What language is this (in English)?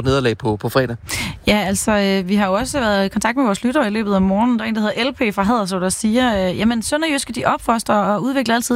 Danish